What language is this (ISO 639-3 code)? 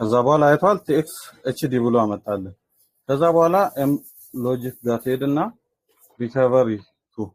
amh